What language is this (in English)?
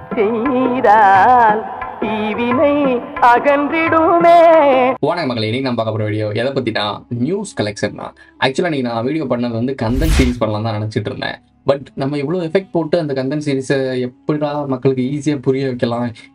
Tamil